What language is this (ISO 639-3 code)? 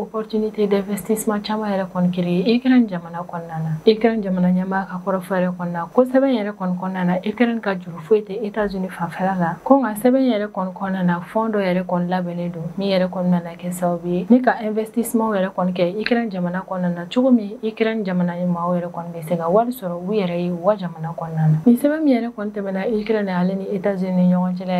bam